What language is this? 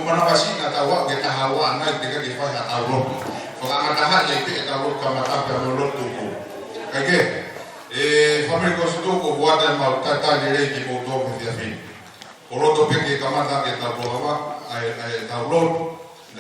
Tongan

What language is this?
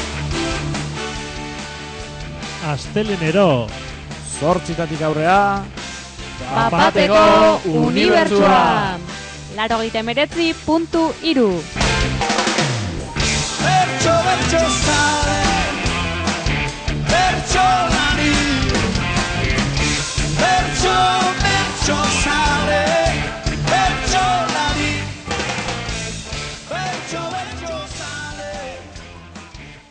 Basque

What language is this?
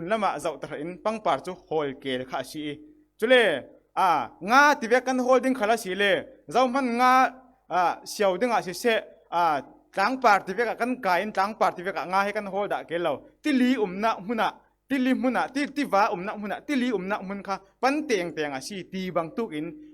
Falam Chin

